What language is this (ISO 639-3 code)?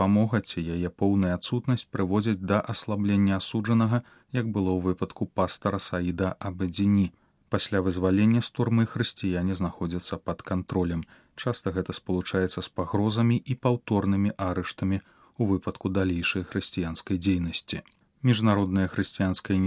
bel